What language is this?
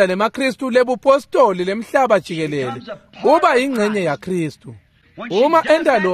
Swati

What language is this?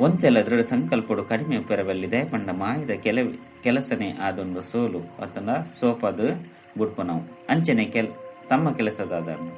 Tulu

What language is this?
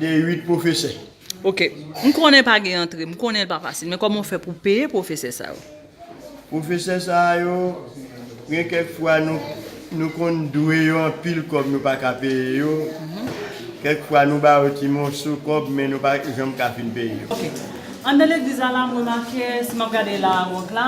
Haitian Creole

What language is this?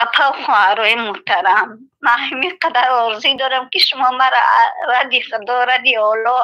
Tajik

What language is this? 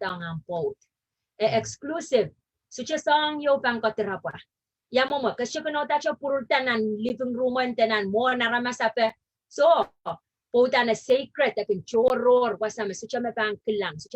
Pohnpeian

